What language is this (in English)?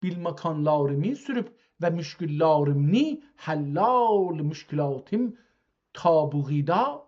South Azerbaijani